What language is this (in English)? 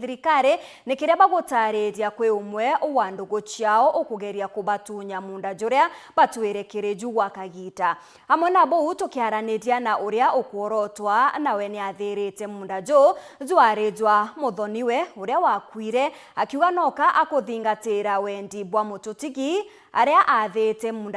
Meru